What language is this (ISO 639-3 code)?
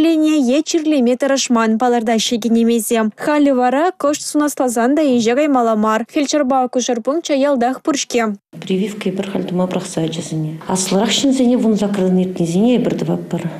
chv